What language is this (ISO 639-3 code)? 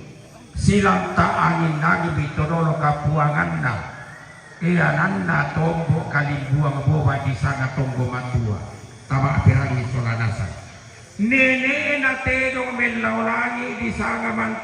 sda